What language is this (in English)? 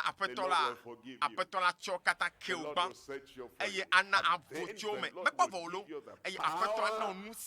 Ewe